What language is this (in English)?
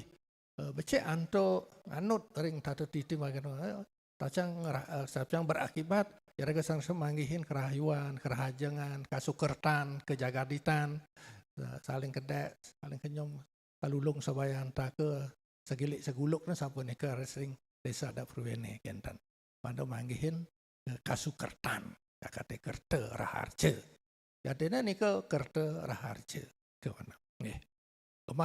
Balinese